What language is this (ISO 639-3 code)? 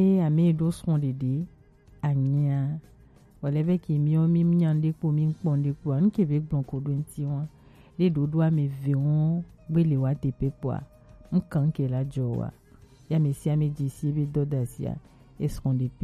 gej